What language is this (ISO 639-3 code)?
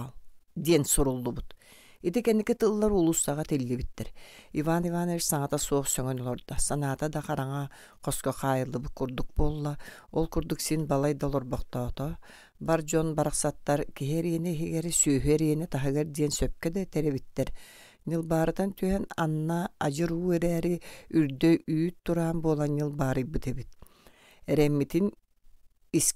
sah